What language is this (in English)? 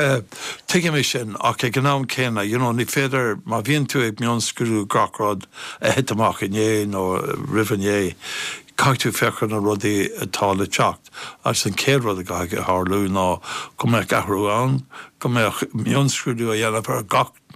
Irish